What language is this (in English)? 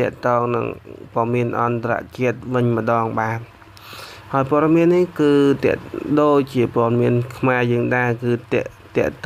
Khmer